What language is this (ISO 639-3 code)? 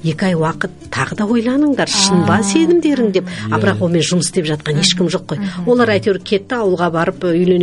kaz